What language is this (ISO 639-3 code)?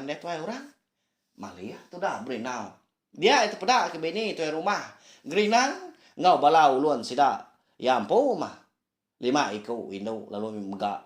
iba